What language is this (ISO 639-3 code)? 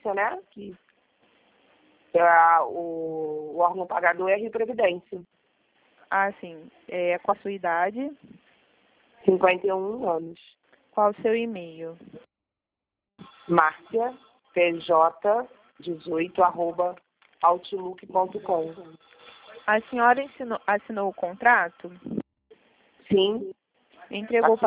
por